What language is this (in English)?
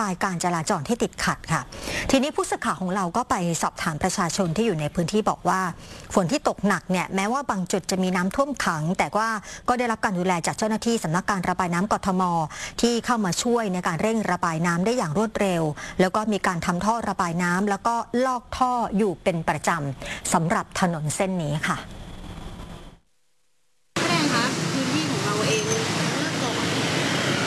Thai